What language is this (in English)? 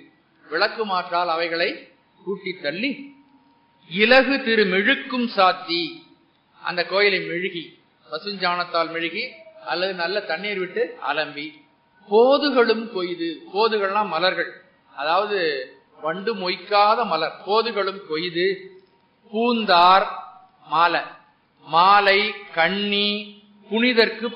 Tamil